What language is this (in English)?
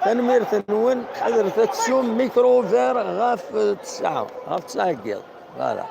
Kabyle